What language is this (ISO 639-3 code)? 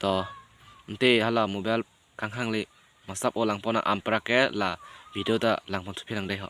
mjw